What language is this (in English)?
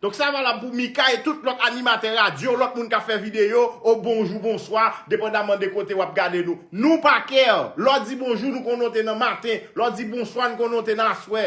Haitian Creole